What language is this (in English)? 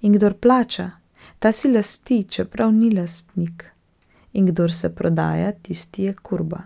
Slovenian